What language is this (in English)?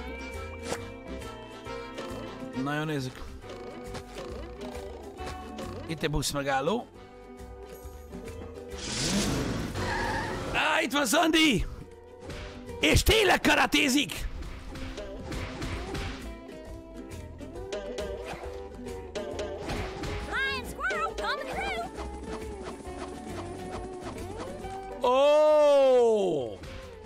Hungarian